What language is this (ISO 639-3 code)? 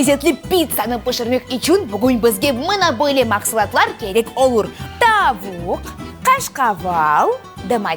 crh